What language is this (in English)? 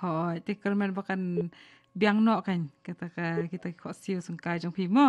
Khasi